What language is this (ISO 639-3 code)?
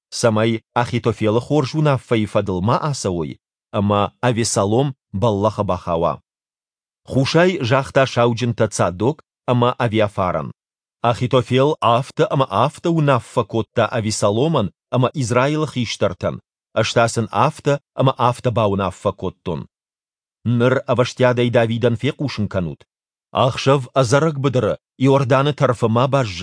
oss